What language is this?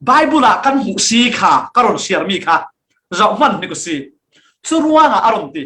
Falam Chin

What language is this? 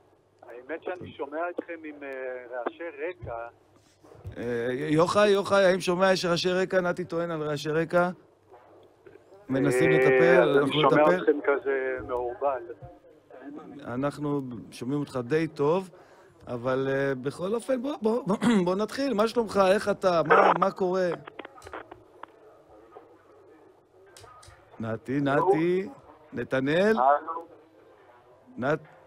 Hebrew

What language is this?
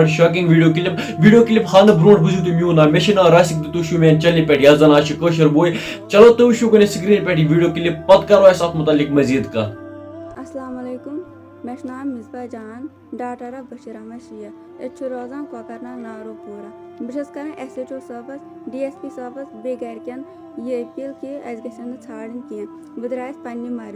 Kashmiri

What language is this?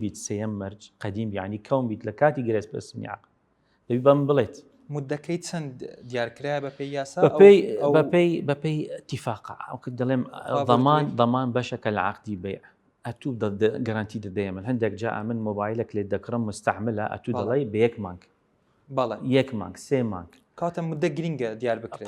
Central Kurdish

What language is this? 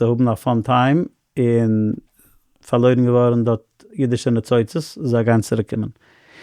Yiddish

